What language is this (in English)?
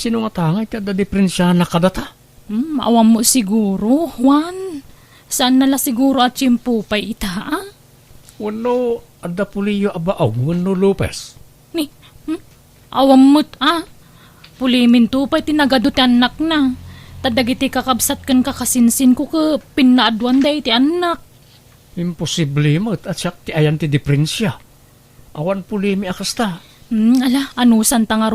Iloko